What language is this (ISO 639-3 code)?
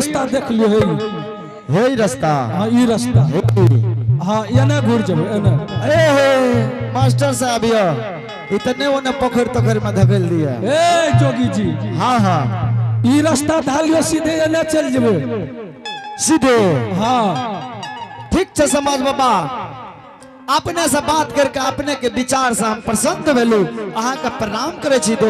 anp